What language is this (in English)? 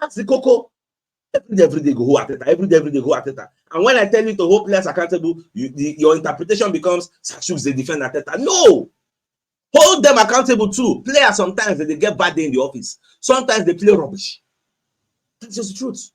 Nigerian Pidgin